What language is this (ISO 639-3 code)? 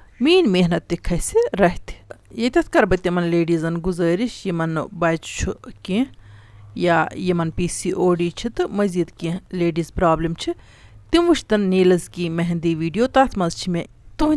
kas